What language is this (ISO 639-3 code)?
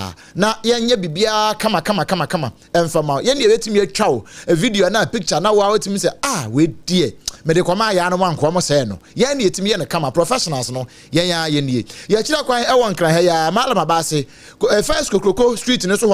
aka